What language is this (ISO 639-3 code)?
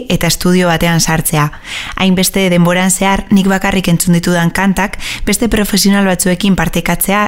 eus